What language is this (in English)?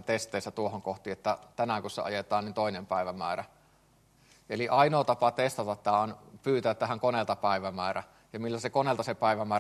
Finnish